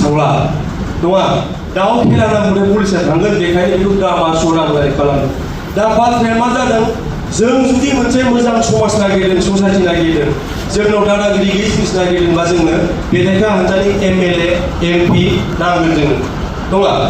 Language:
Bodo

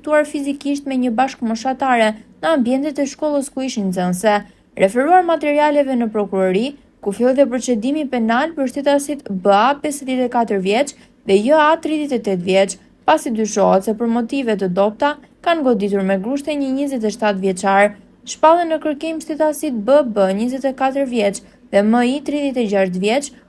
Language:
Albanian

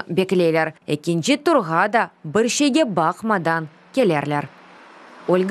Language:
Crimean Tatar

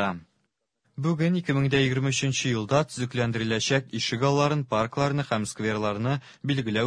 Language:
Tatar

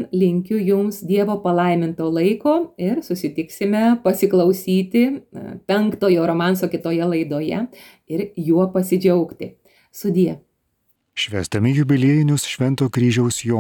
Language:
Lithuanian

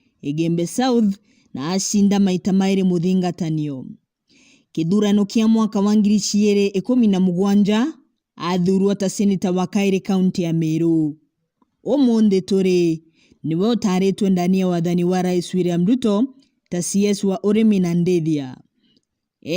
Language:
Meru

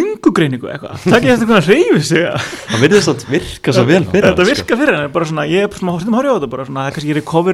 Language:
Icelandic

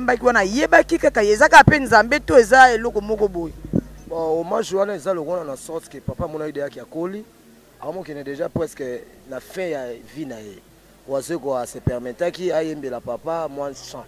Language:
Lingala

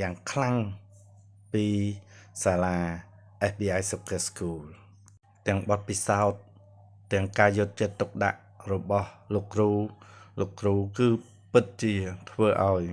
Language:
Khmer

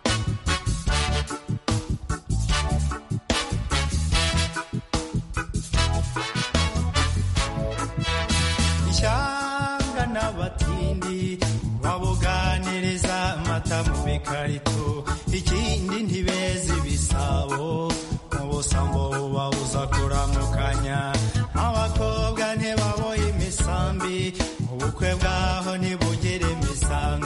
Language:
Kinyarwanda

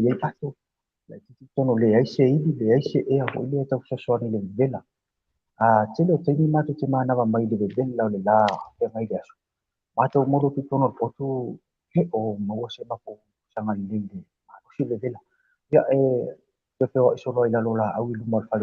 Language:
Samoan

